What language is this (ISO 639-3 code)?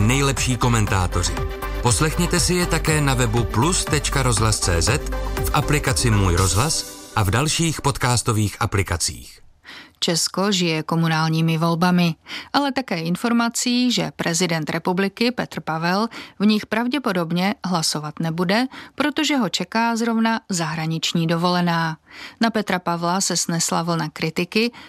ces